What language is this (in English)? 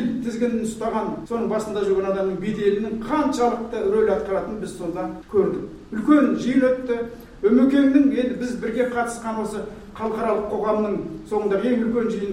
Kazakh